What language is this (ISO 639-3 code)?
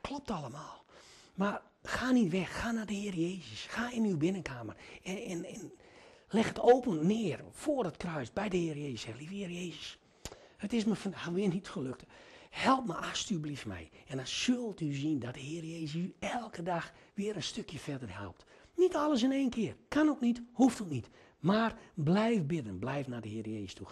nld